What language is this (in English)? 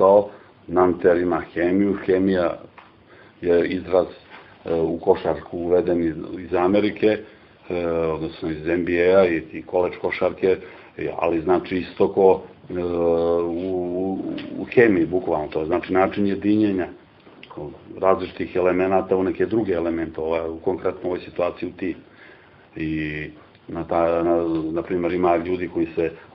Serbian